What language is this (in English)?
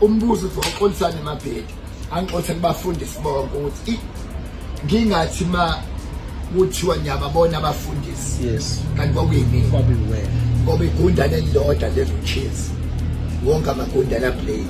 Zulu